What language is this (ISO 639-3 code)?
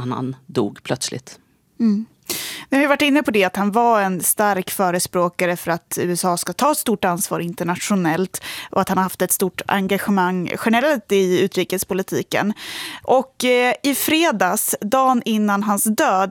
swe